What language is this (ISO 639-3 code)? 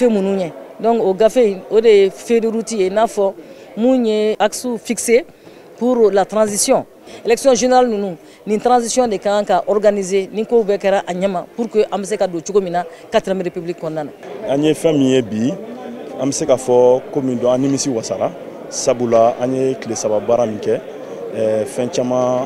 bam